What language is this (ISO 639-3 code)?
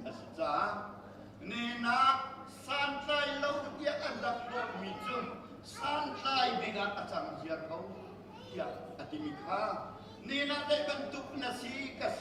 cnh